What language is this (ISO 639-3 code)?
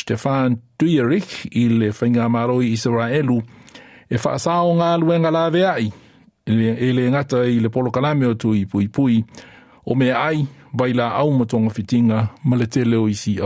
smo